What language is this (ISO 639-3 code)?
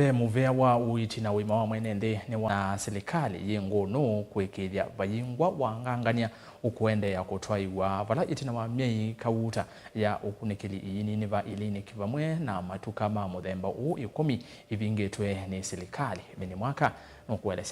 kam